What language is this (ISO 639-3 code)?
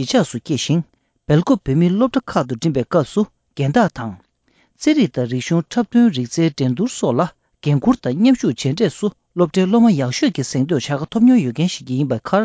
bod